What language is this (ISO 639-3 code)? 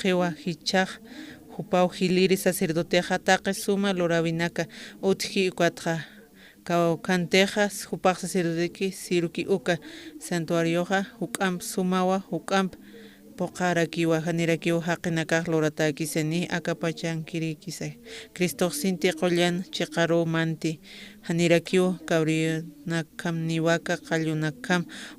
aym